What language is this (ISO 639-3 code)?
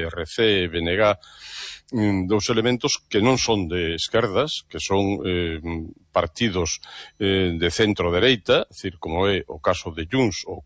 glg